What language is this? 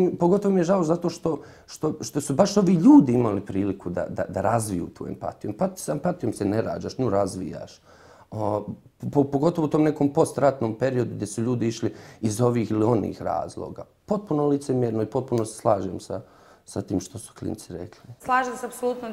Bosnian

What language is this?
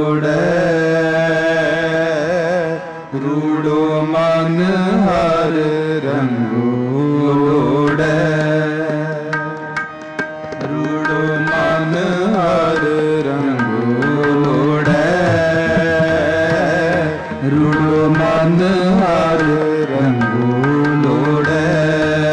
Punjabi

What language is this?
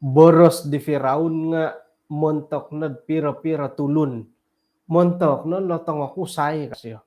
Central Dusun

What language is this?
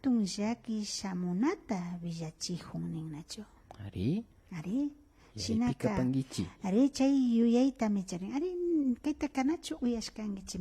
Imbabura Highland Quichua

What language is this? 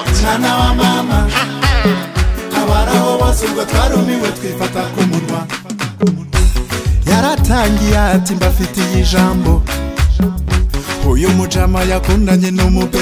Kinyarwanda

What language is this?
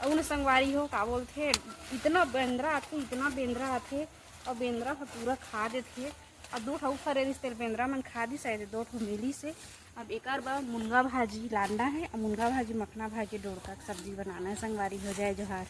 Chhattisgarhi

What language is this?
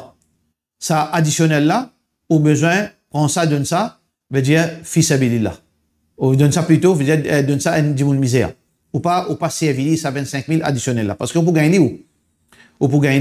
Morisyen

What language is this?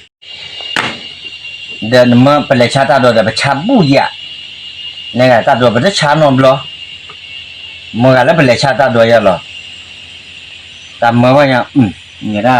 S'gaw Karen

